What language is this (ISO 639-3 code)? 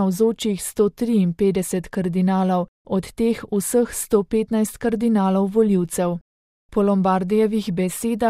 slv